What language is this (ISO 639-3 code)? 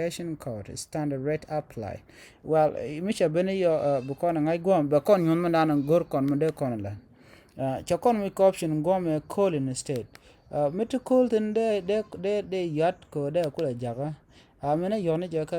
nus